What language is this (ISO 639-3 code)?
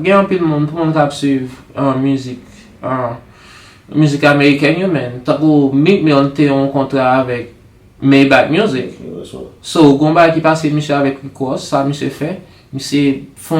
hat